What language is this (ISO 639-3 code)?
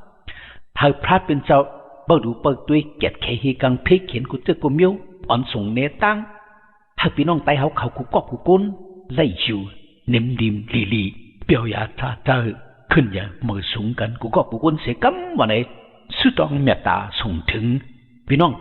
shn